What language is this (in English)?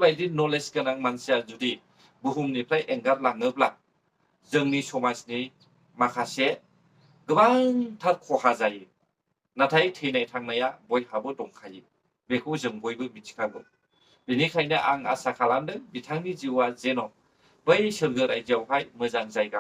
Bodo